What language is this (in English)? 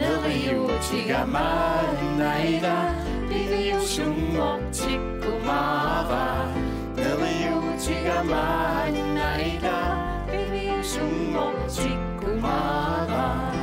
Kalaallisut